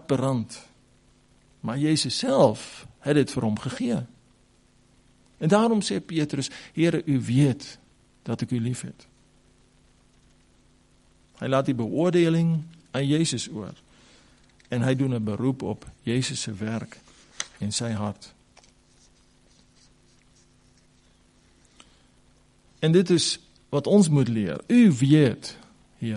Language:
Afrikaans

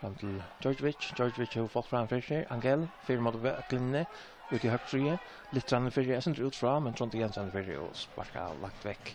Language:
Faroese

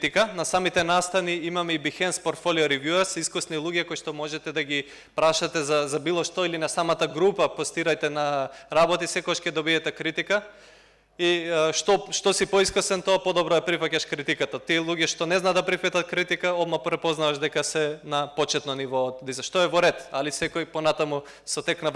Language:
Macedonian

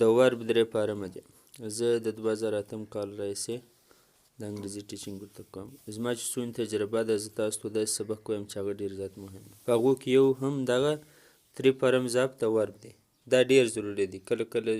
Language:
Pashto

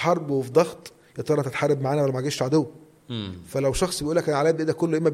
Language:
Egyptian Arabic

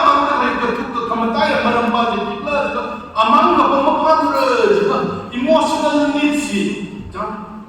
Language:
Tangkhul Naga (India)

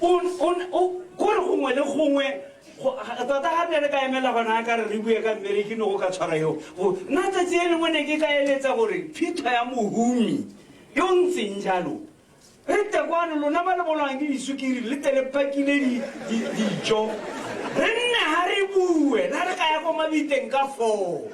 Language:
Tswana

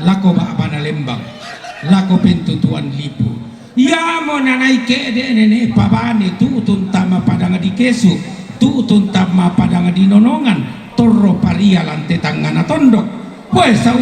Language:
Toraja-Sa'dan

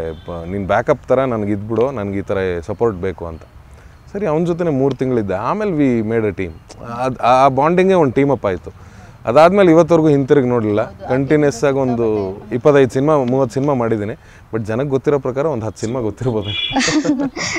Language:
Kannada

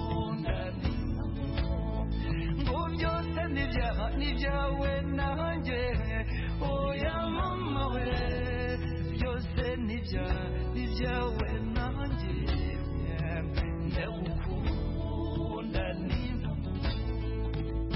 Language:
Kinyarwanda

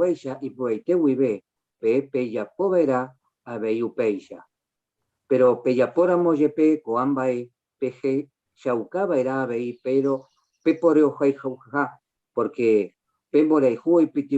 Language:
Guarani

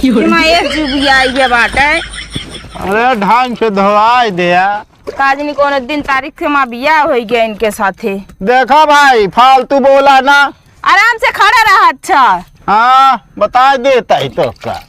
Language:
Awadhi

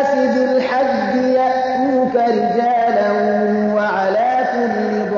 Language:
Persian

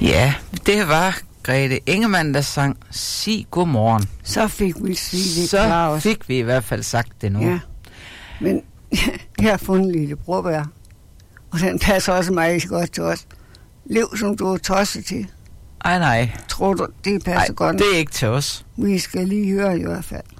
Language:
Danish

